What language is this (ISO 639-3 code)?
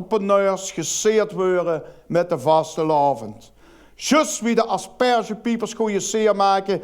lim